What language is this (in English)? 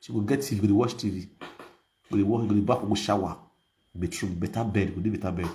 Nigerian Pidgin